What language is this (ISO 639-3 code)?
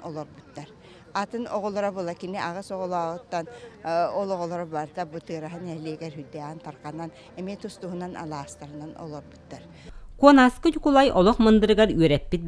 sah